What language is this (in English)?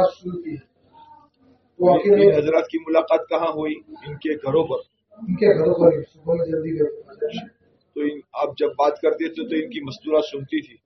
Urdu